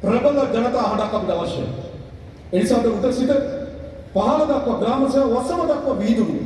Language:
Sinhala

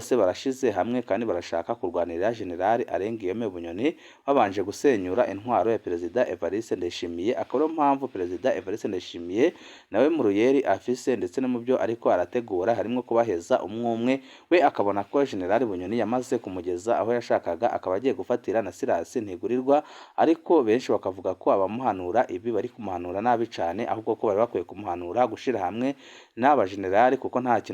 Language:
Rundi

